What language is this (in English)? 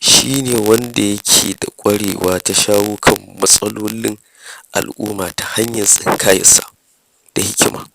Hausa